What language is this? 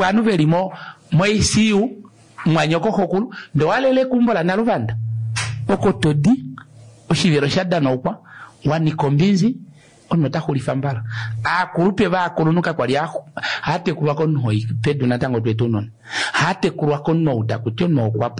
Kuanyama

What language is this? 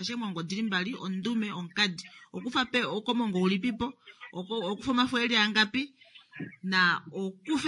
Kuanyama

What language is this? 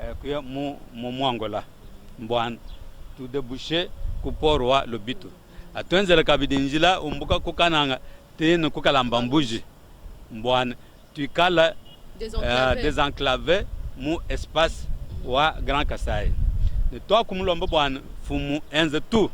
Luba-Lulua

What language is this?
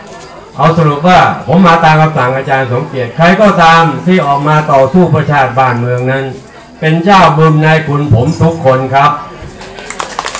Thai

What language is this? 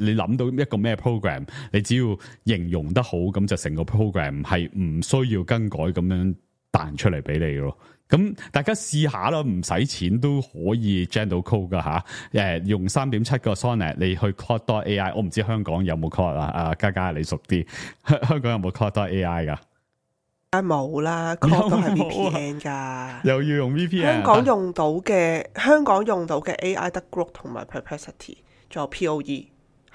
Cantonese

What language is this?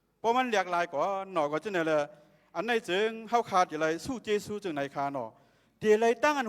Shan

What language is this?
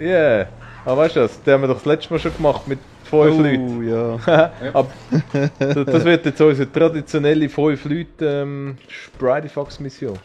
Swiss German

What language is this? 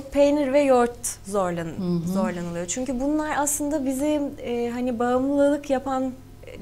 Turkish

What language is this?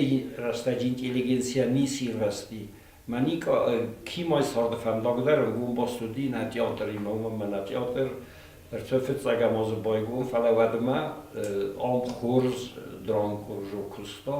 Ossetic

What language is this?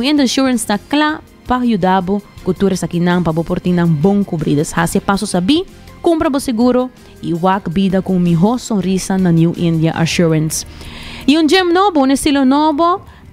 Papiamento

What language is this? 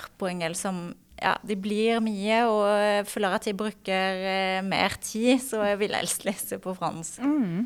Norwegian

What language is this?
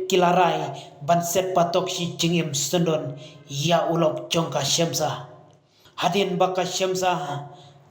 Khasi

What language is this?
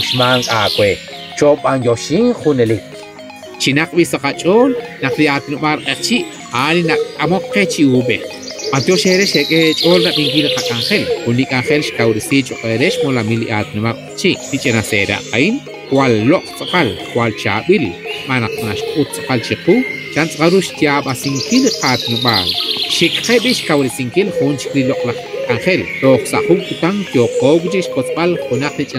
Kekchí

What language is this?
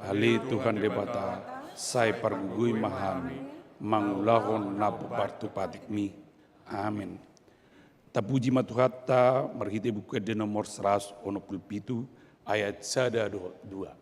Batak Toba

